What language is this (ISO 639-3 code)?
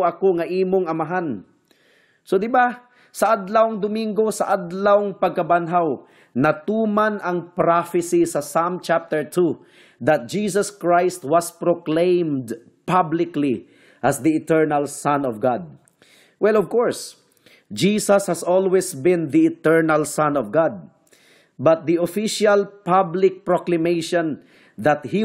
ceb